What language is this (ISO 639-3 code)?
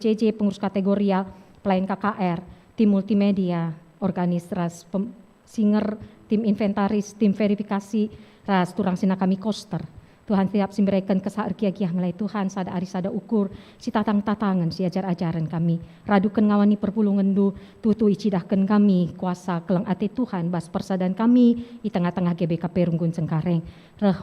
btx